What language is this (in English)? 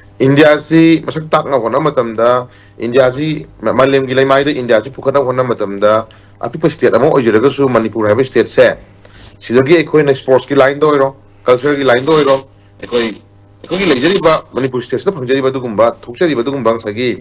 Manipuri